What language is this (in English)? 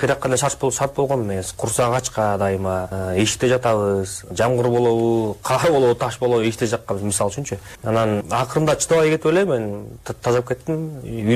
Kyrgyz